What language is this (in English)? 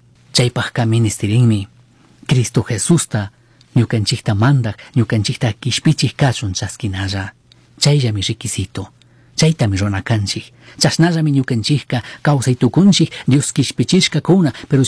Chimborazo Highland Quichua